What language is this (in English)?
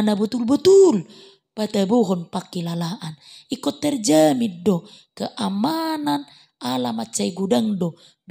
Batak Toba